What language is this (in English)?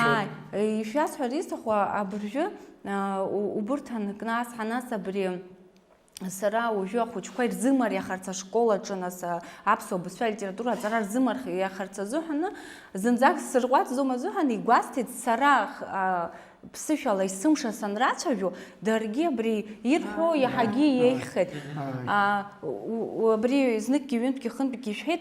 Abkhazian